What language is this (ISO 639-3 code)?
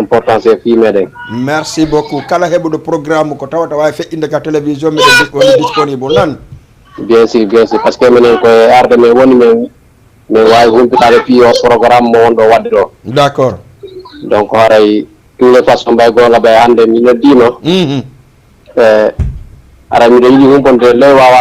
ful